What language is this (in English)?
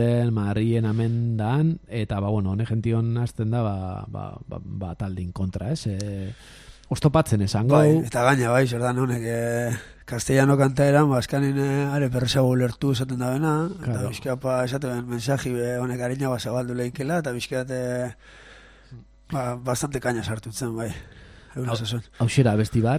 Basque